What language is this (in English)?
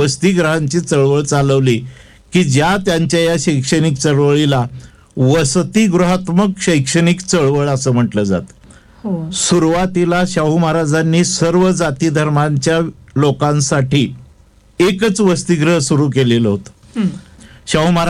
Marathi